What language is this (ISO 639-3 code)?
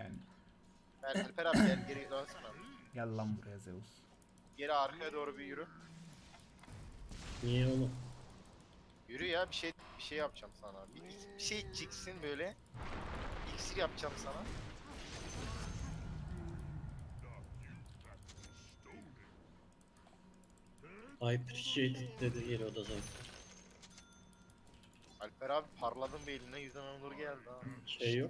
tur